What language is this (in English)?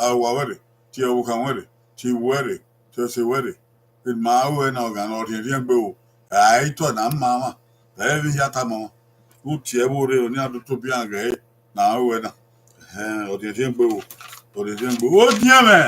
Bini